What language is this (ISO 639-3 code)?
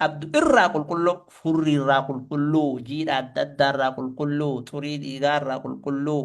orm